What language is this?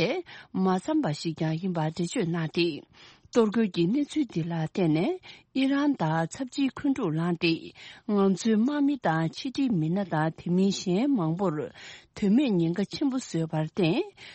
Tibetan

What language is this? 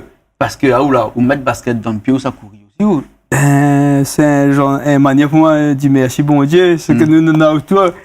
Réunion Creole French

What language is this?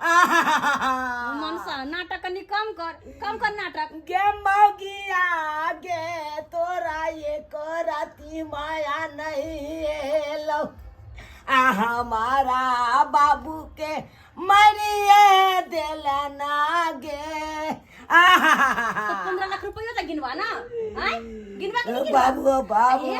Maithili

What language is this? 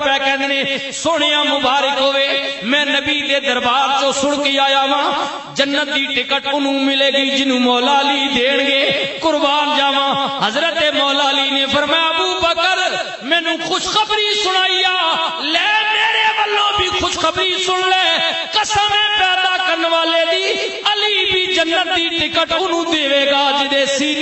Western Panjabi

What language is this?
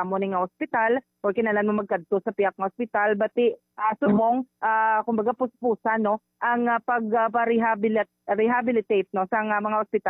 Hiligaynon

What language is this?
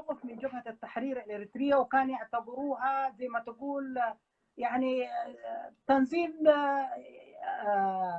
Sudanese Arabic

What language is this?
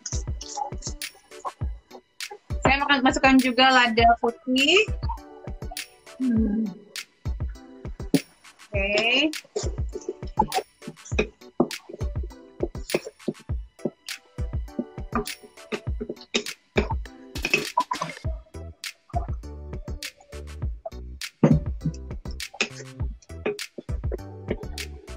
Indonesian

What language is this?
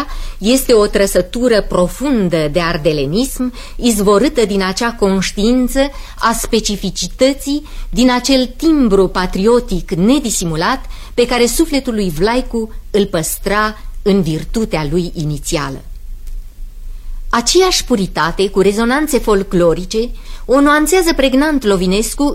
Romanian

